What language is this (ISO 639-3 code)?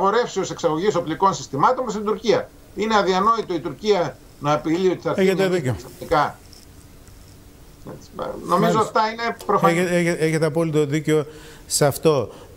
ell